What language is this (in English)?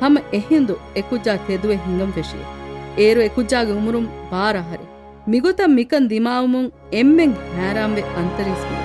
Divehi